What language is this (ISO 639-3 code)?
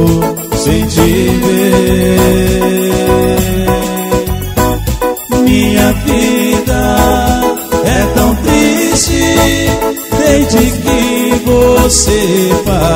por